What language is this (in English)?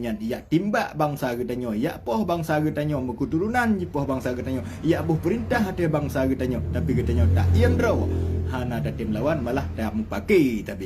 Achinese